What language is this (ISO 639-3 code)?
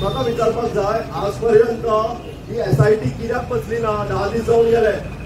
kok